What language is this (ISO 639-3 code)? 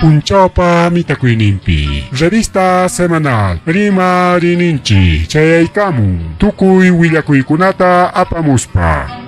quy